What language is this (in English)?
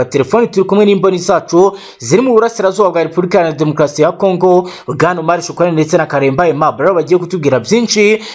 Kinyarwanda